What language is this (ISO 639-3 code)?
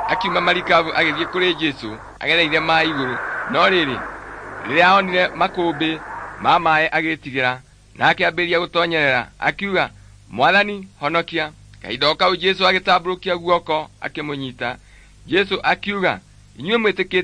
kik